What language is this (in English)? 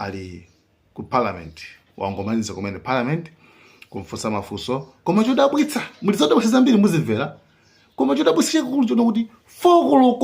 Nyanja